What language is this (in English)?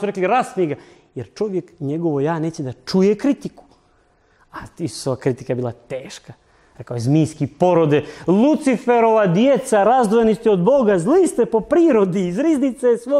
Serbian